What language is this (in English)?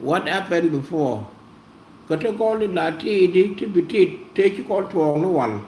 Nuer